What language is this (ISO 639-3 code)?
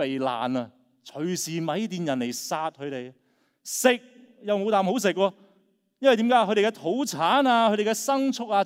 yue